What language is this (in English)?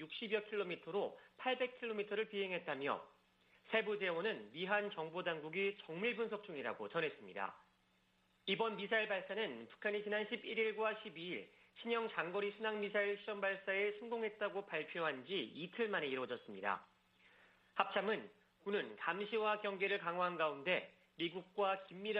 Korean